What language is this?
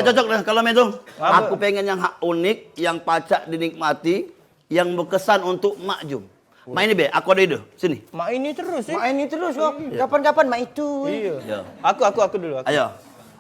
Musi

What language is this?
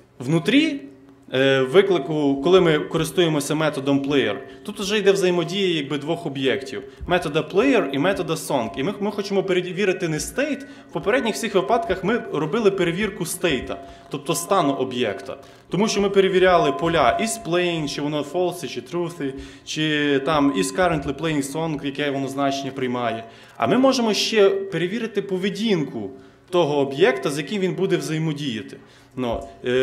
Ukrainian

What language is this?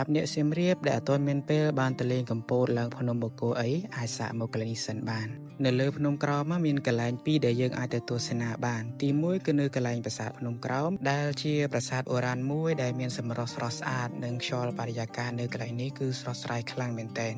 Khmer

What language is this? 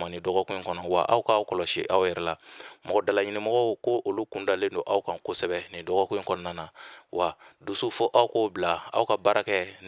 Bambara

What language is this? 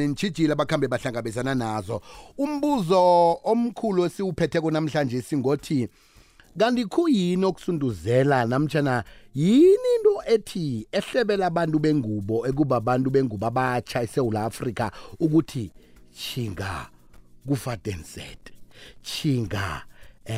South Ndebele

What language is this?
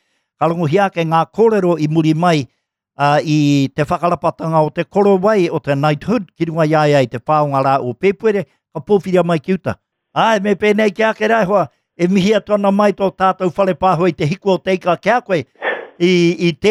Māori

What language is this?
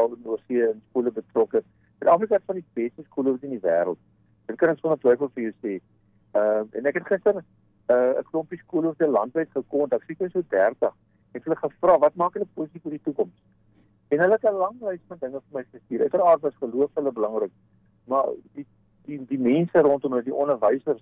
Afrikaans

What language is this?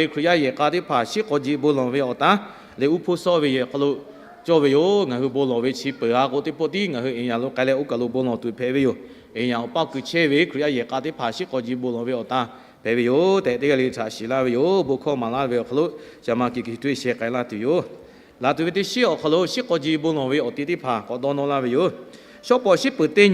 Lahu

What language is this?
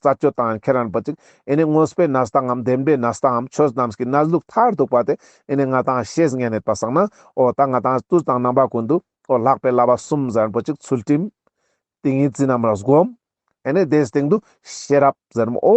Ladakhi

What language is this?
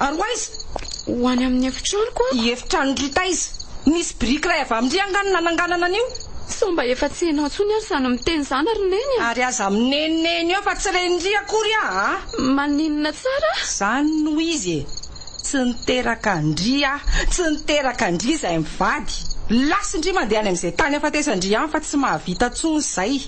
Malagasy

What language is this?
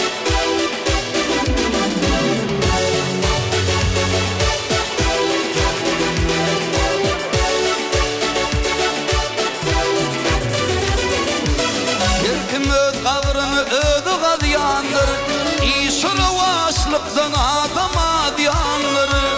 Turkish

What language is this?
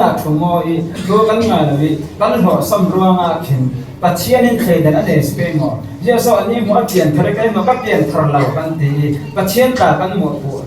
Falam Chin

